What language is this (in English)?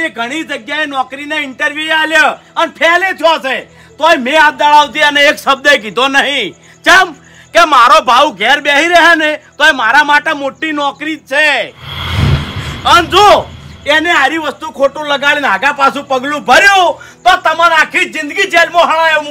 Gujarati